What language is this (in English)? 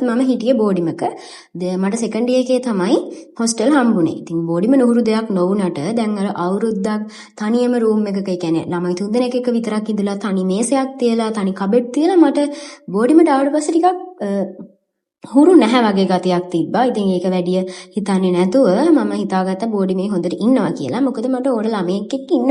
Sinhala